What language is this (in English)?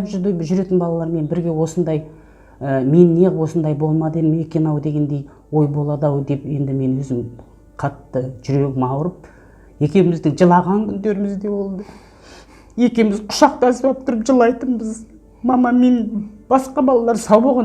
Kazakh